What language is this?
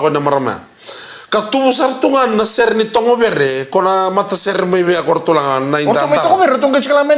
Fijian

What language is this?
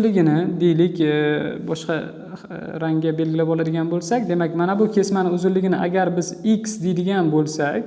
Uzbek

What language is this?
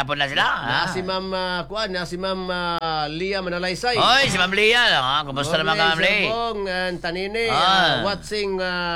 Cebuano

